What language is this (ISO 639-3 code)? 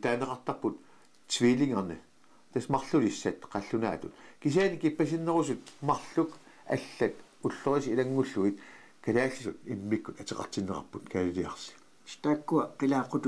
kal